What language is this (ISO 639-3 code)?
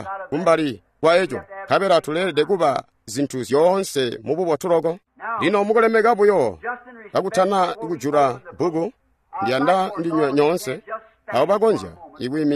toi